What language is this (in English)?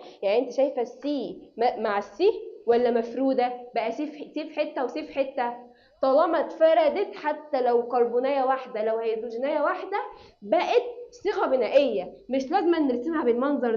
Egyptian Arabic